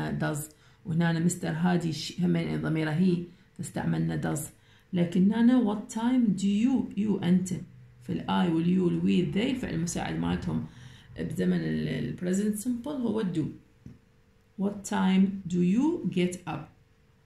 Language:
Mesopotamian Arabic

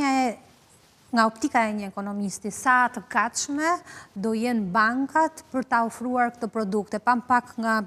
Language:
Albanian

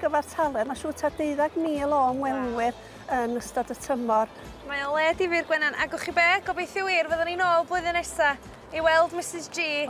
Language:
Welsh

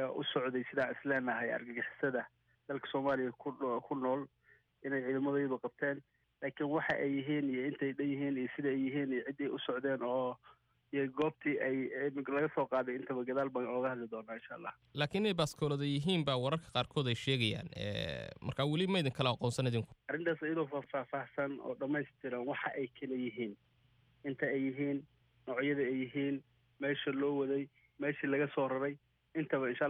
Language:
Somali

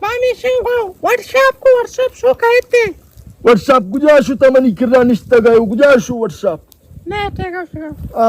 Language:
Baluchi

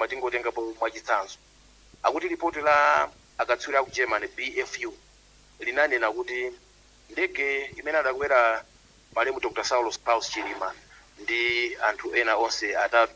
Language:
Nyanja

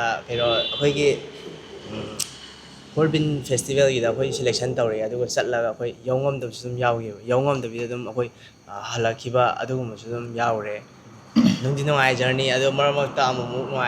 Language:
Manipuri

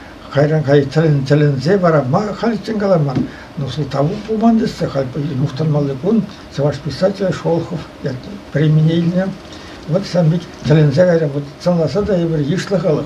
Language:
Chuvash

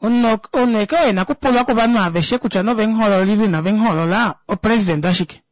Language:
Kuanyama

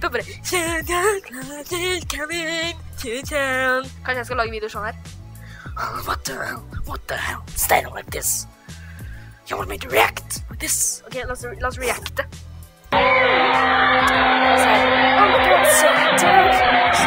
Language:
Norwegian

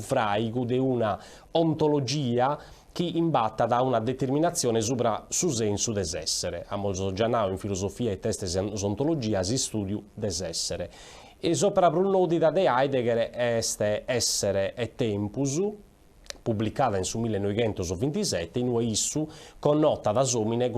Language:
Sardinian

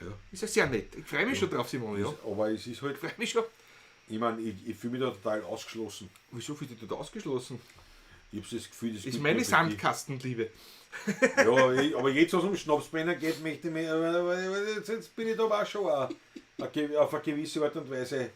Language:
Bavarian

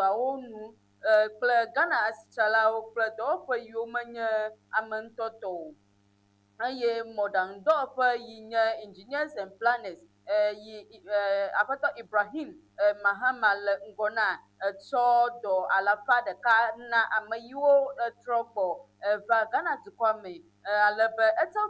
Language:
Ewe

